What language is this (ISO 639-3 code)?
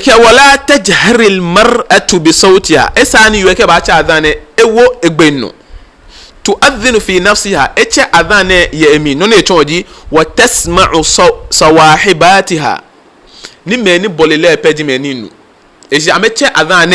gaa